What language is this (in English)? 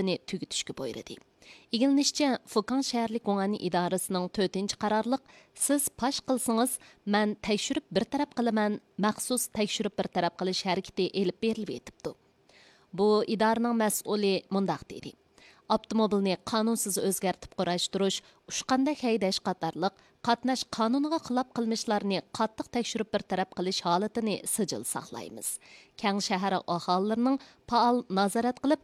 Uyghur